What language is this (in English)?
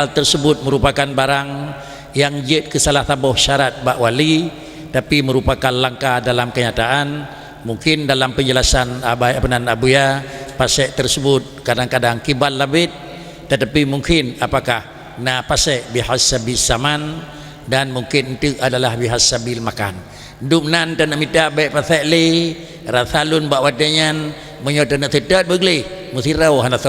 Achinese